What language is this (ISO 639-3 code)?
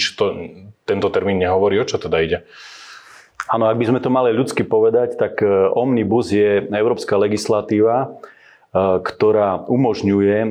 slk